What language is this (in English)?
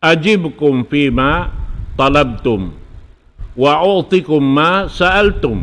Tausug